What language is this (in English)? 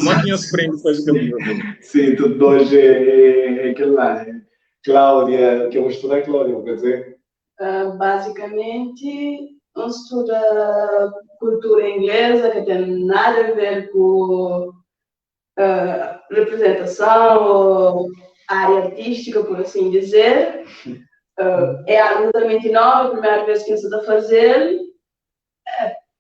Kabuverdianu